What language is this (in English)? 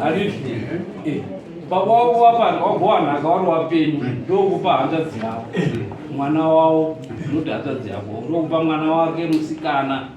Shona